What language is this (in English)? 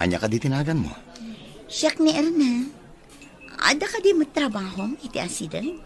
Iloko